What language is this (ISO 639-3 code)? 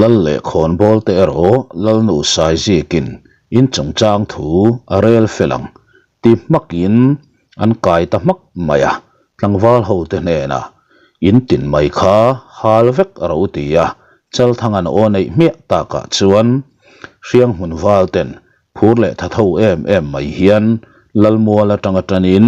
lus